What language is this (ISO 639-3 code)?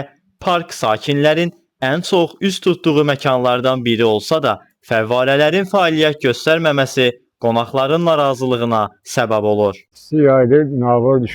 aze